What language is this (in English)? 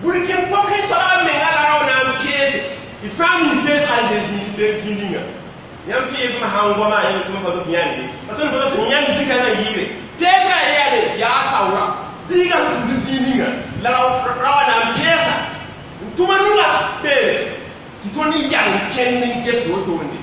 Mossi